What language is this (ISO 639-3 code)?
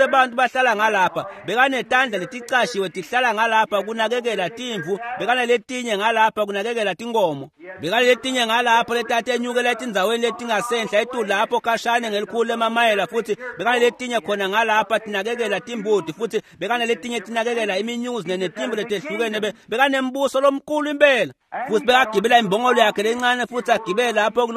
ssw